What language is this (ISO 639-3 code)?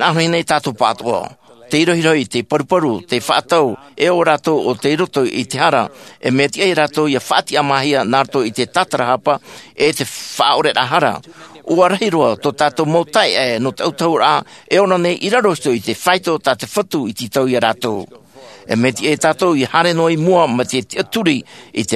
tah